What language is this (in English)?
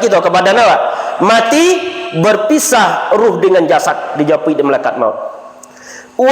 Minangkabau